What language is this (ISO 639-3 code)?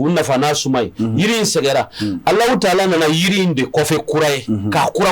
bam